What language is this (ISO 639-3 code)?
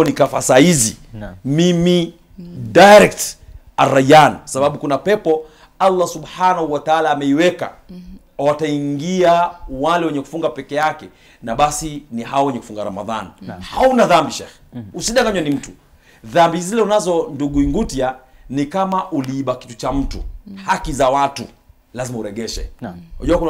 swa